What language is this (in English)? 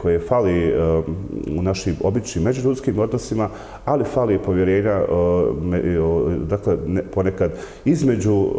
Bosnian